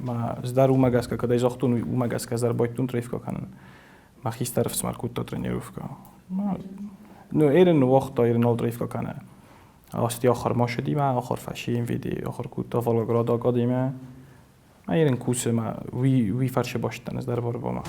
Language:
Ossetic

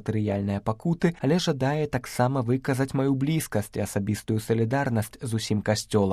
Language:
Belarusian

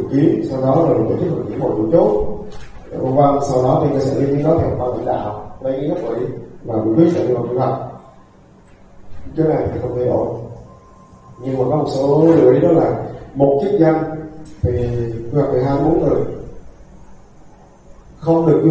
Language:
Vietnamese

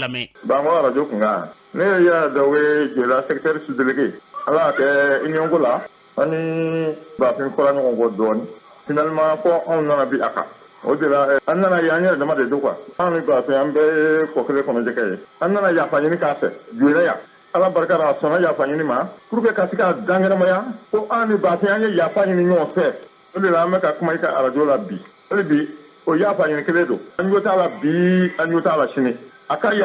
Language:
Bambara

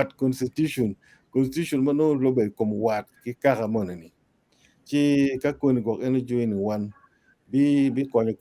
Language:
Acoli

